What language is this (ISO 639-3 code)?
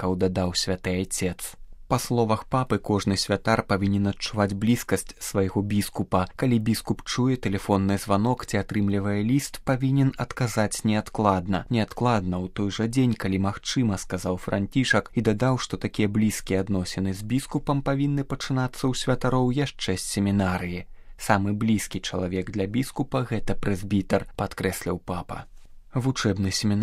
bel